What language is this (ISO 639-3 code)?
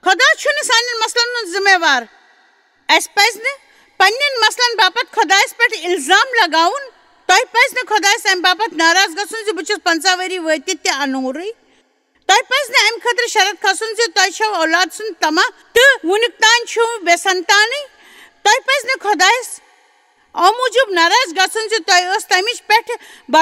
kas